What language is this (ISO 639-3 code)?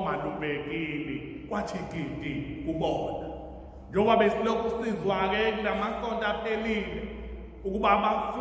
zul